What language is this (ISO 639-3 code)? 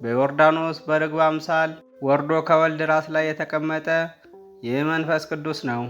amh